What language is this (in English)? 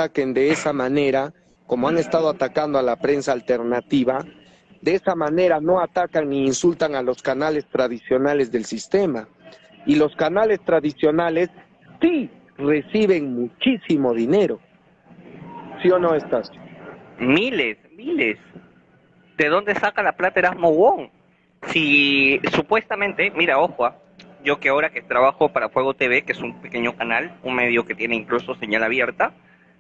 Spanish